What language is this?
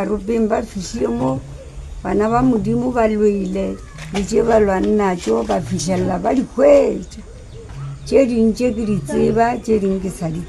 Northern Sotho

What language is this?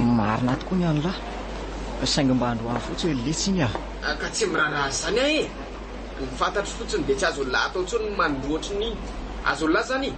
Malagasy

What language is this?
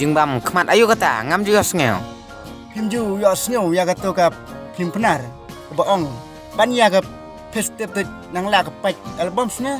Khasi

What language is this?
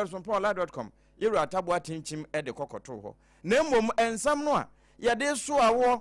Akan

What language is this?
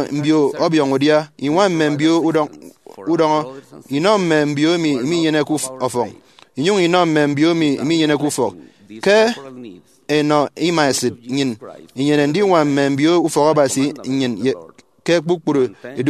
Efik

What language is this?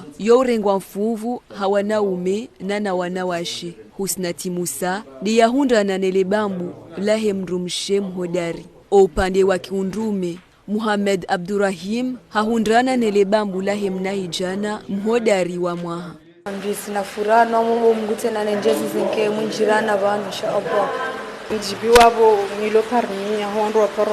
Ngazidja Comorian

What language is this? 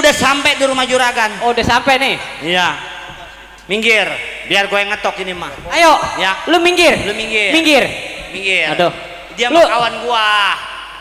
Betawi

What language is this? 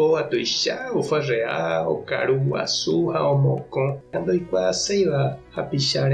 Guarani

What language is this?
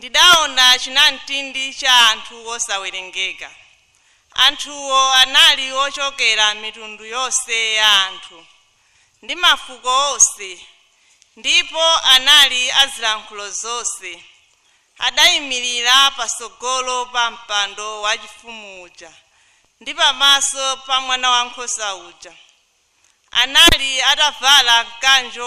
Nyanja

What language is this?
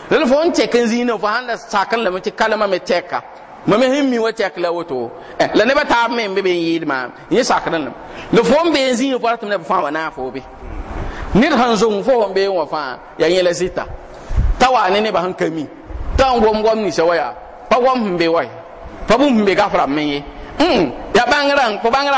Mossi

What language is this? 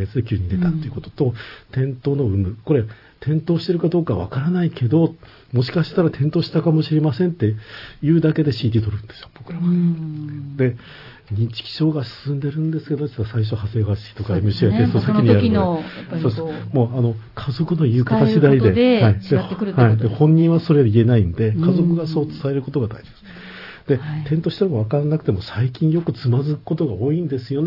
Japanese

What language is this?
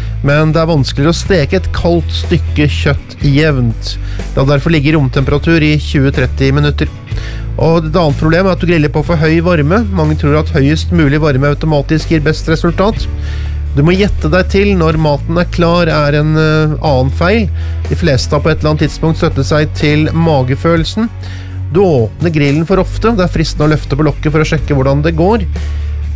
Norwegian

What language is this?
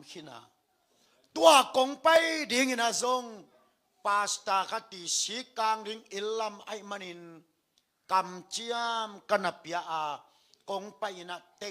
Tedim Chin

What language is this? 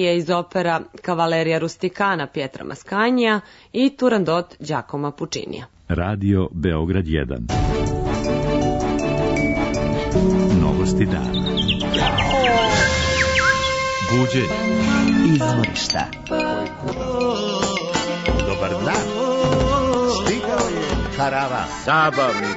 Serbian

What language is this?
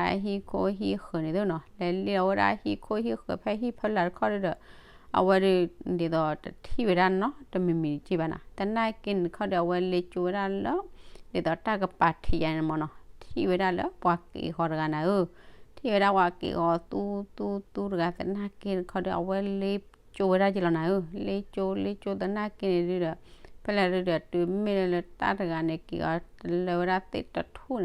S'gaw Karen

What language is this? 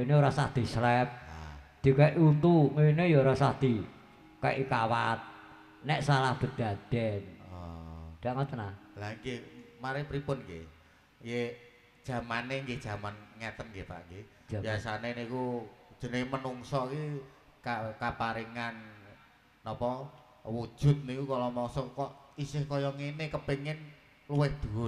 Javanese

